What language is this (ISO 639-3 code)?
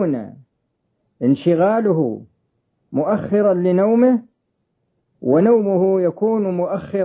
ara